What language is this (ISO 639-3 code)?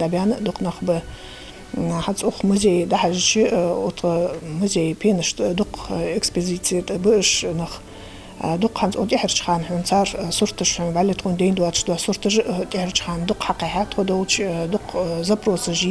inh